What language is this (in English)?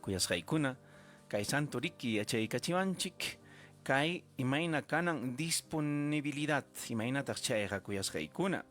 Ayacucho Quechua